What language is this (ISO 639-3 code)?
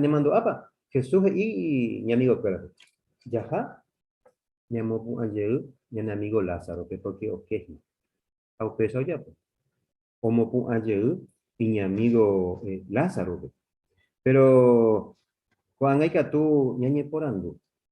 grn